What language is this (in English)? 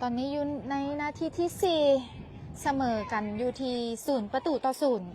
Lao